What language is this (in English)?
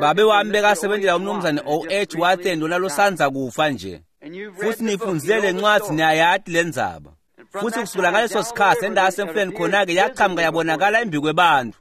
Swati